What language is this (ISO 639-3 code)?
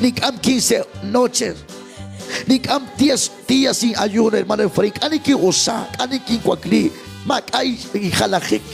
kek